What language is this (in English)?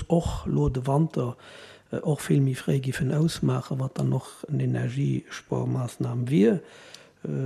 Luxembourgish